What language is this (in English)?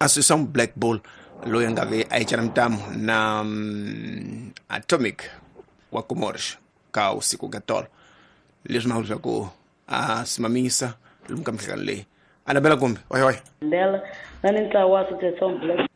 Tsonga